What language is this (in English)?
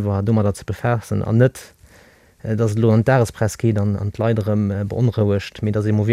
Luxembourgish